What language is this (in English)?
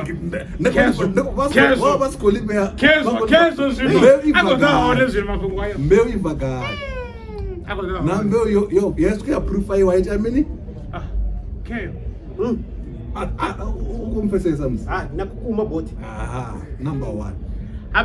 Venda